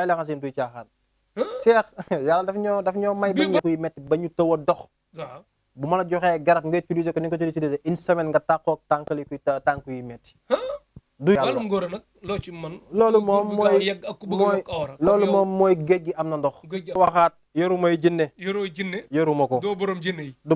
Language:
Wolof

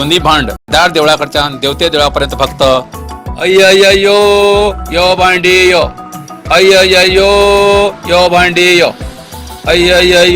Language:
Konkani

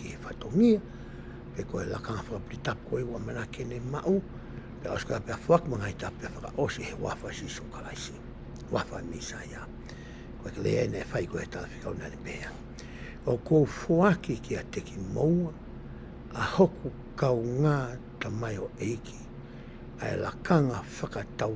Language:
Tongan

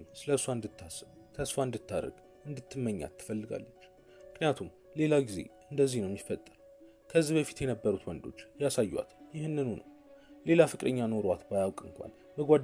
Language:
Amharic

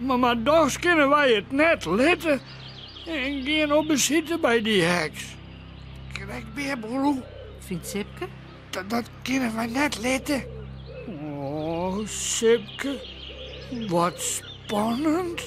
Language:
Western Frisian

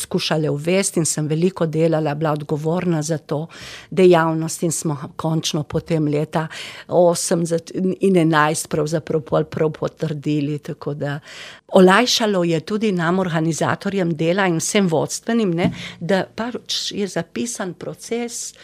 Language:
Slovenian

